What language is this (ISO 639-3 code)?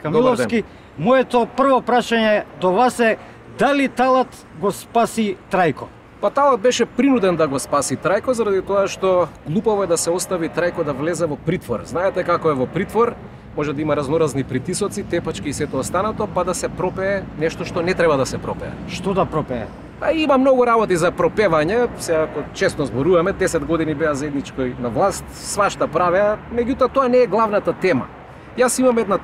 mkd